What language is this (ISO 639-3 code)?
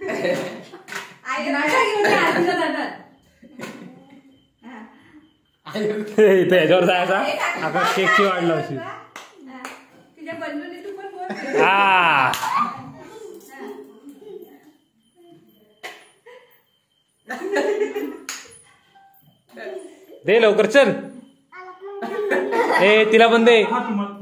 mar